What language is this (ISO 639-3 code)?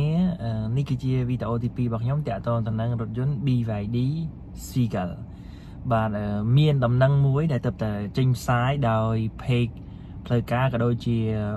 khm